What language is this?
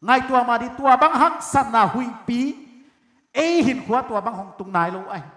Paite Chin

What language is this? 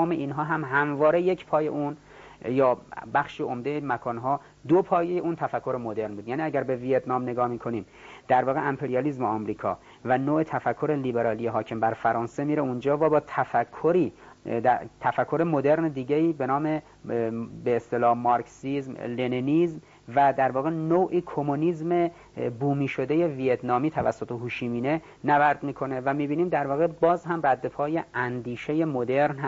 Persian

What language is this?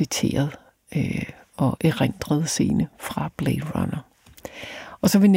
Danish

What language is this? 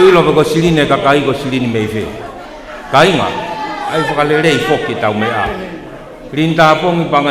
Tongan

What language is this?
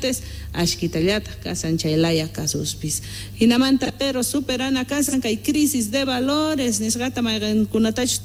Quechua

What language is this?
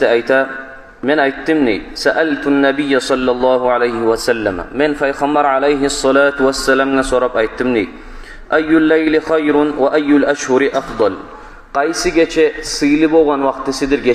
Kumyk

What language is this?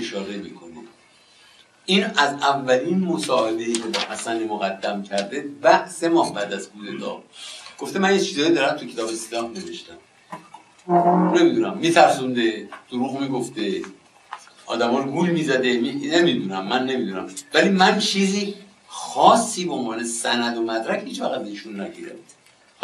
Persian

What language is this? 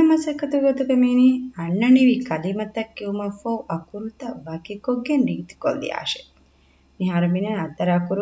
Divehi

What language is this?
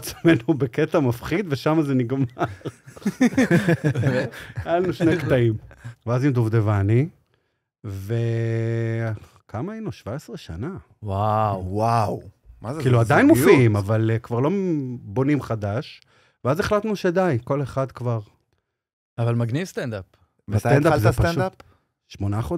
Hebrew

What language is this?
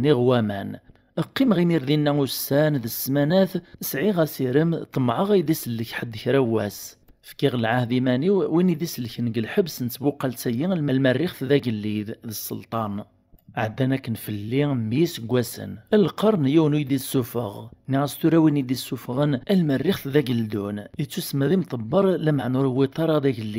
Kabyle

